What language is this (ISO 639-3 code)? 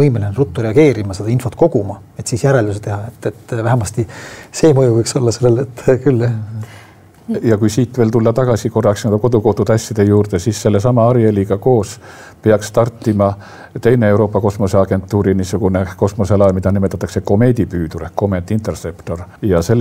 est